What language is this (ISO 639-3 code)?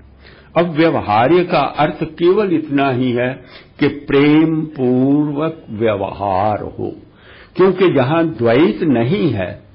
hin